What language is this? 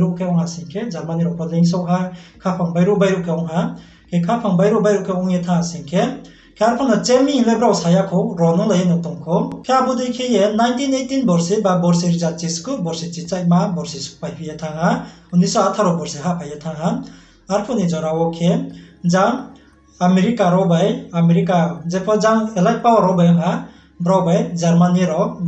Riang (India)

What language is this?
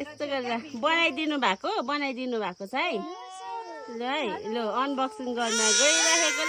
Nepali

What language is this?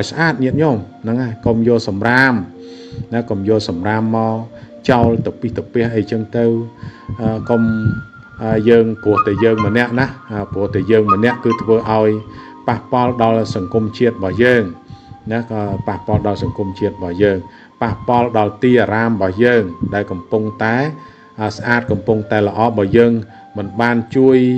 Khmer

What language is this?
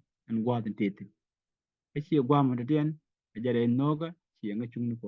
Nuer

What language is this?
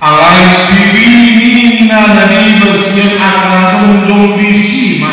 Batak Toba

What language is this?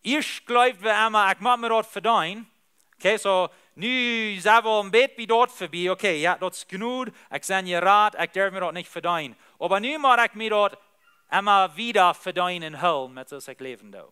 Plautdietsch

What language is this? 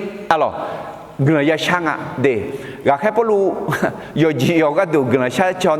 Akha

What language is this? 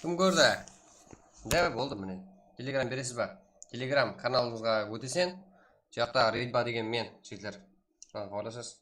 Kara-Kalpak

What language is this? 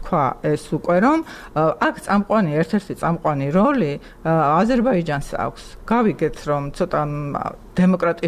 Georgian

